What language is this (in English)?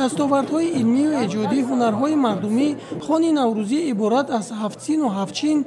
Tajik